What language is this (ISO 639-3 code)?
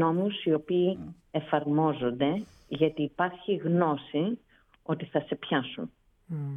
ell